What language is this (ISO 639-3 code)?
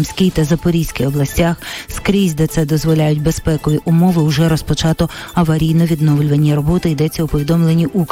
ukr